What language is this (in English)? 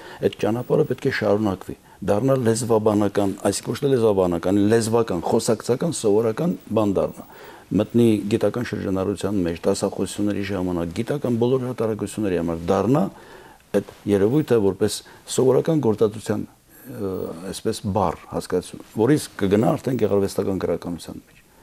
Armenian